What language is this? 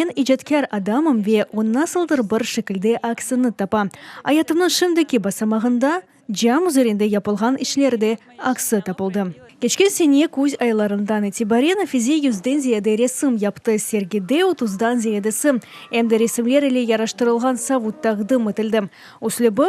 Crimean Tatar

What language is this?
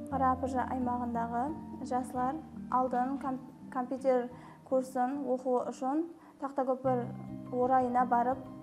Kara-Kalpak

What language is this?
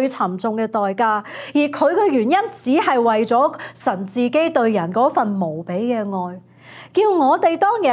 Cantonese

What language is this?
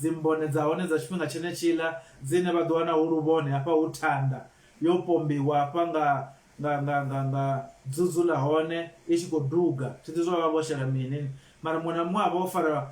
Venda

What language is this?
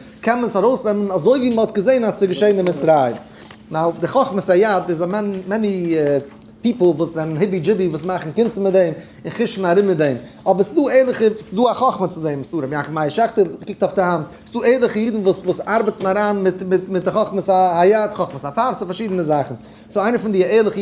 Yiddish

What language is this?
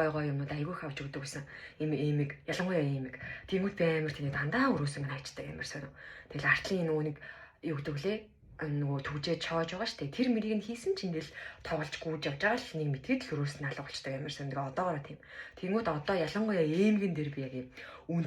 Mongolian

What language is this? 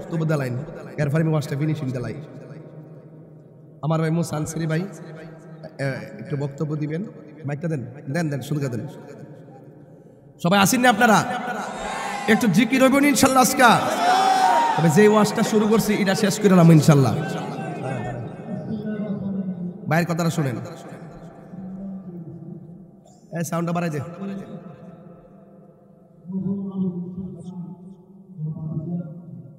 Bangla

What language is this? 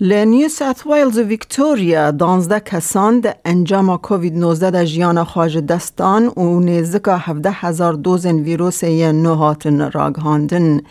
Kurdish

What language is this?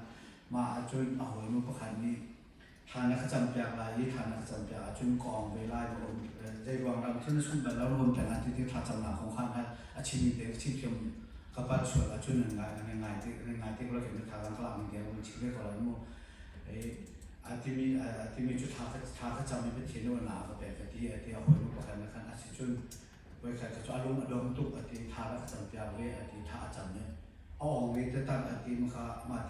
Hakha Chin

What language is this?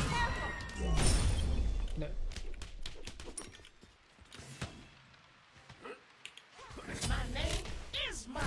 German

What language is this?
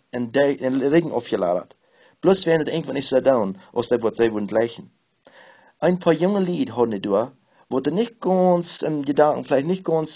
Plautdietsch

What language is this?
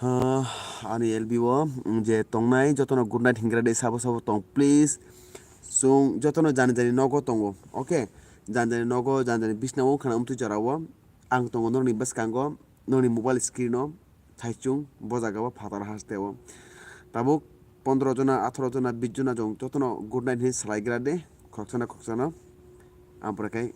Kok Borok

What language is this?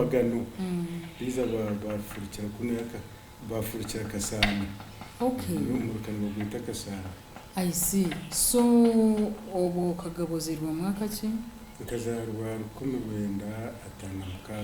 Nyankole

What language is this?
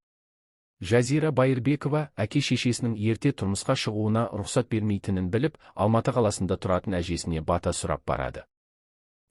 Kazakh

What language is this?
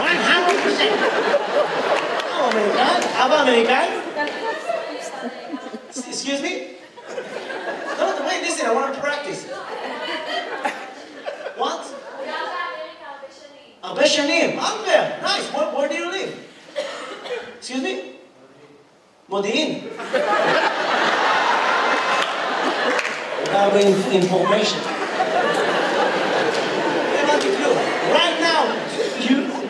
Hebrew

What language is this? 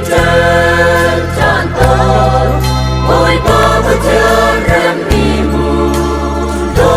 Hakha Chin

